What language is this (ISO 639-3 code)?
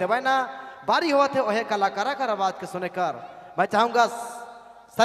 sck